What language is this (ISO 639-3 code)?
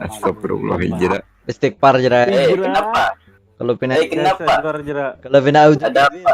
bjn